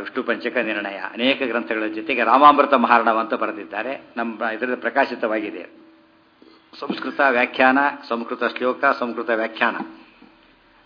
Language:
Kannada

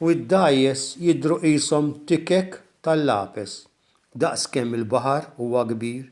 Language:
Maltese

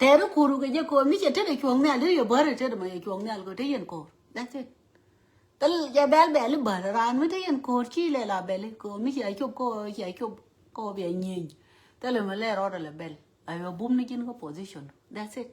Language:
Nuer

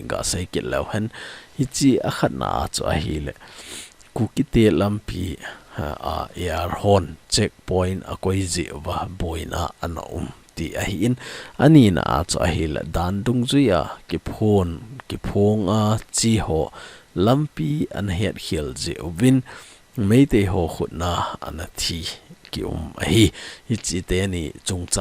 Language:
Thado Chin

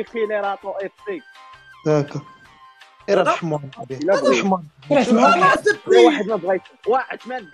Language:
Moroccan Arabic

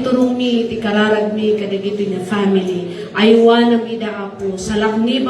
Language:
Iloko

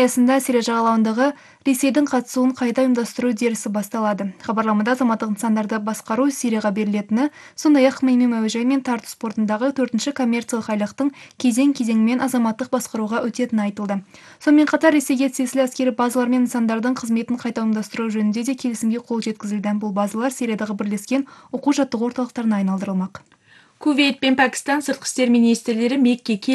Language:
Kazakh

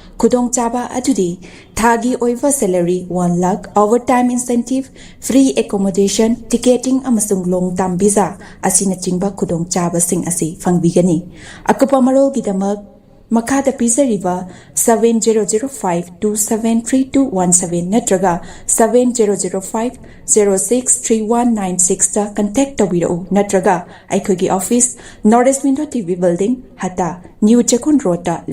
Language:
Manipuri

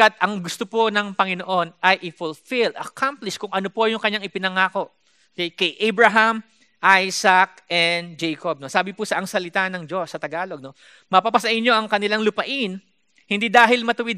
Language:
Filipino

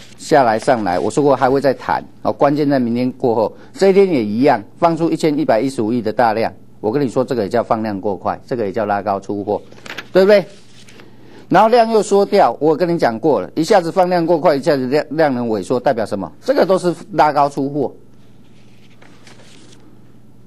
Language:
Chinese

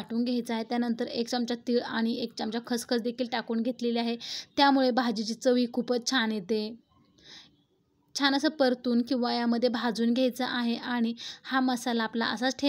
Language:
Marathi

